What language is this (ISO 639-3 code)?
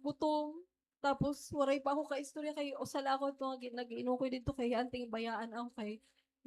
war